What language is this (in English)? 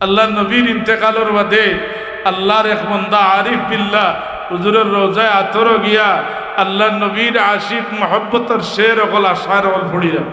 Sylheti